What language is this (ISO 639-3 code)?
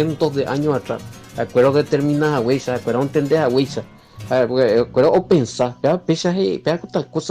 grn